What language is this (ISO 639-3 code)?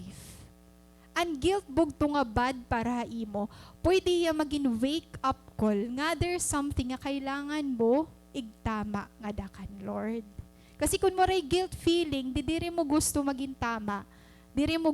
war